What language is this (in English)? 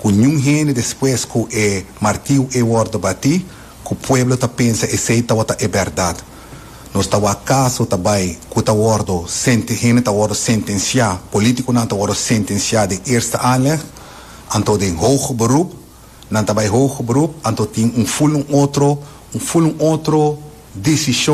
Papiamento